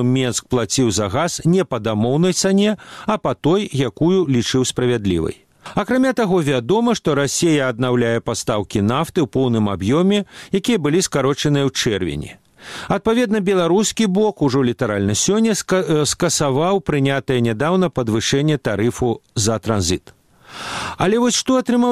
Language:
Belarusian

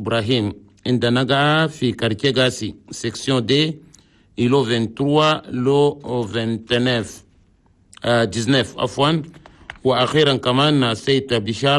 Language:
Chadian Arabic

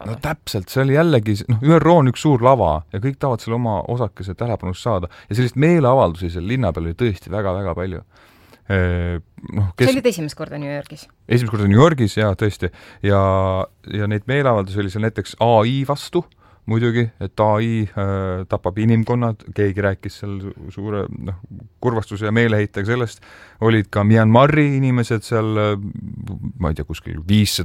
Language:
Estonian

